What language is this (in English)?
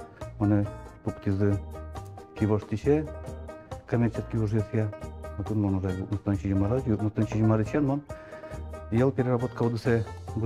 Udmurt